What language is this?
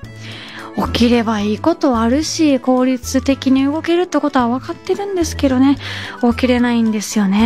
Japanese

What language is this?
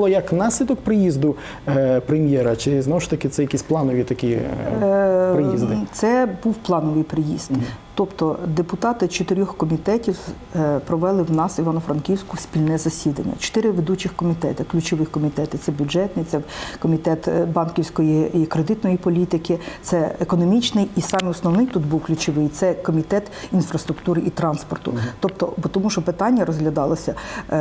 Ukrainian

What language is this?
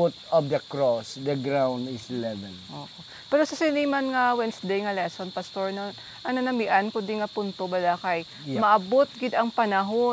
Hiligaynon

